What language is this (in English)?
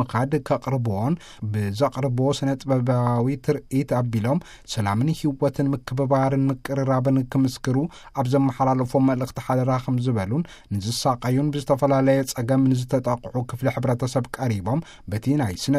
Tigrinya